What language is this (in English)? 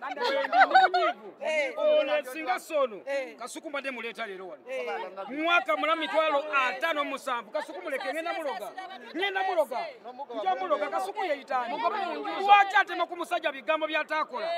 Ganda